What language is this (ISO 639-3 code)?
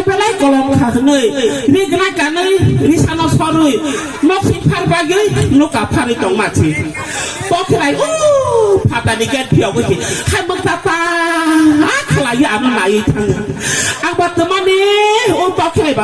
trp